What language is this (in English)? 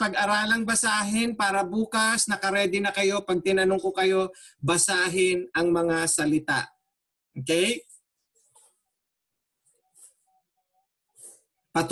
Filipino